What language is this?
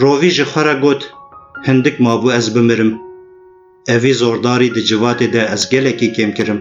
Kurdish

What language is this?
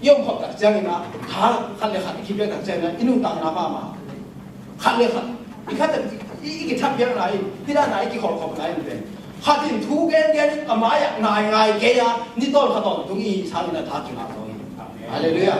Tedim Chin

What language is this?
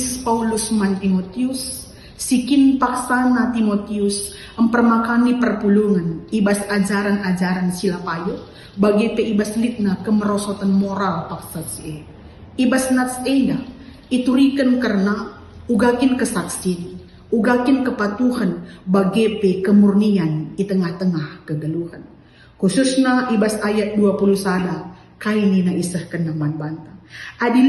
Batak Karo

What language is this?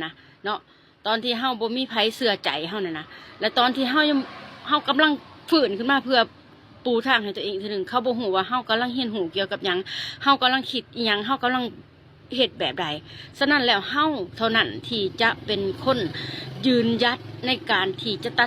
Lao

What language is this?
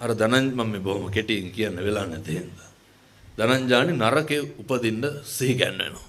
Sinhala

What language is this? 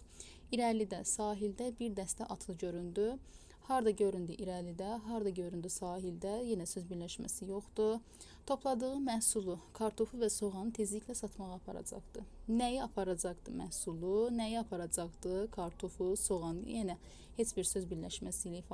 Azerbaijani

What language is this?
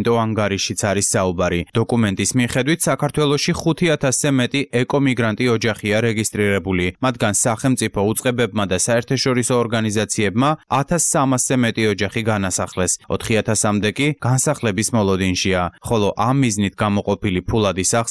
Georgian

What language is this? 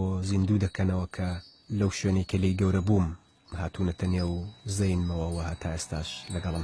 Central Kurdish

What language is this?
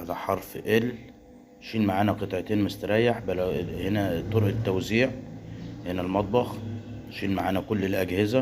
Egyptian Arabic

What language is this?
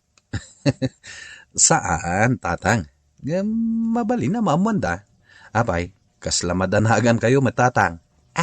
Iloko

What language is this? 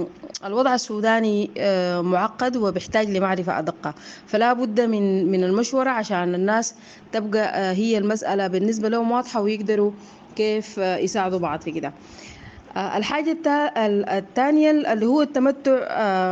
Sudanese Arabic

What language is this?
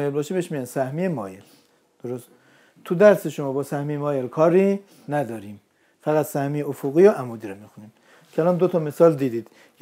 Persian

